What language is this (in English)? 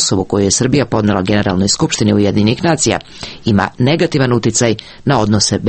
Serbian